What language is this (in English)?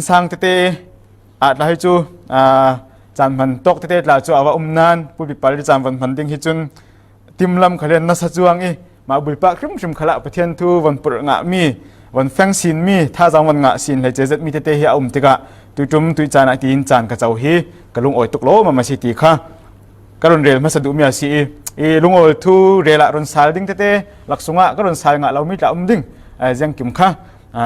Falam Chin